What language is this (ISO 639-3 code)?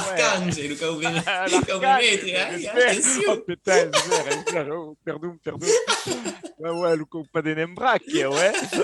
oci